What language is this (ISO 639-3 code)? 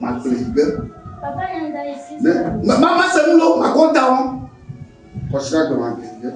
ewe